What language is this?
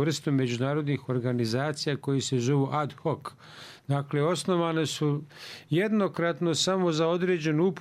Bosnian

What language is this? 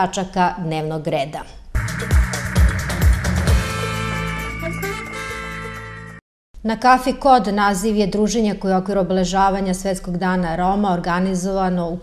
Serbian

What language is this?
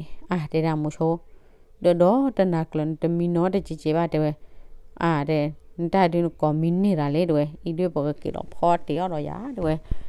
S'gaw Karen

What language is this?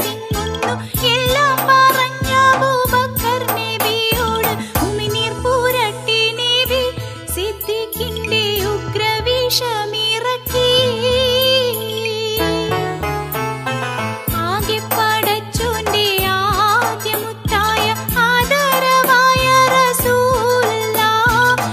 Malayalam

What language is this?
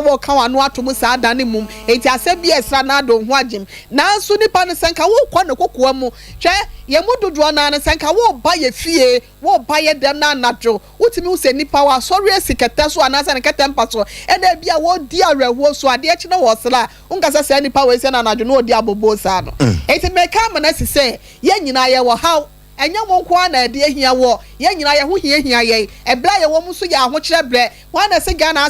Akan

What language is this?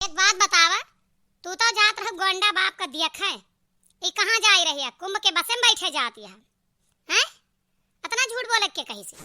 Awadhi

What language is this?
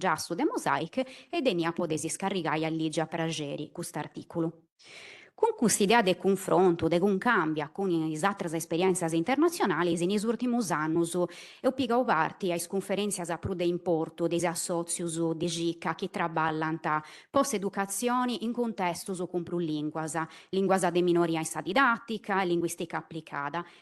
Sardinian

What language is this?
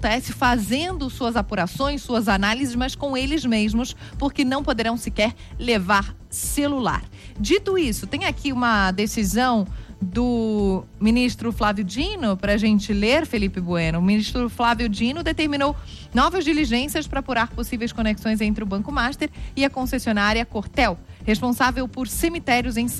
Portuguese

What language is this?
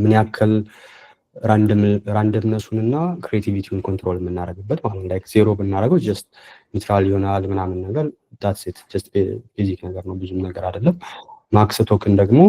Amharic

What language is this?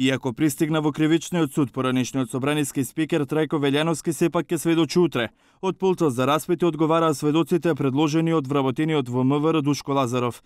Macedonian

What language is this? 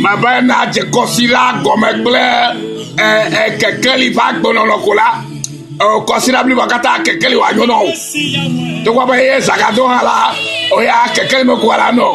Ewe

